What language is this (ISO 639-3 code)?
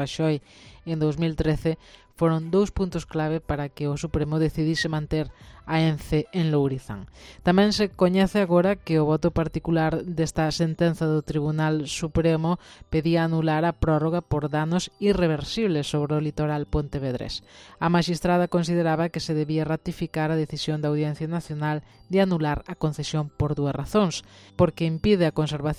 glg